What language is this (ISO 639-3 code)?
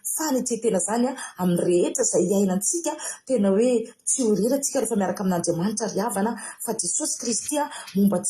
mlg